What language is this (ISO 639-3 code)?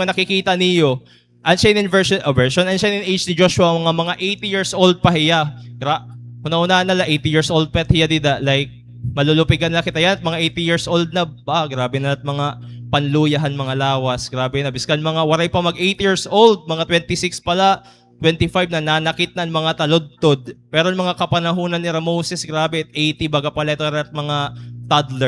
war